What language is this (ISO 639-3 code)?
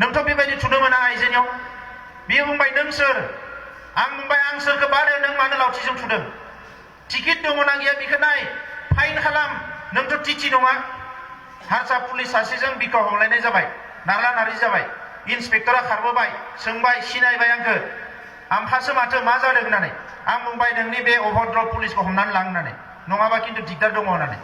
brx